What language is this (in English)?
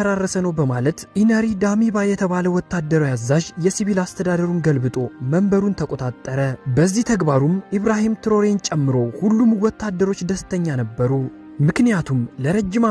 Amharic